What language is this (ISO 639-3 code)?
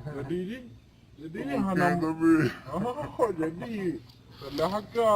ace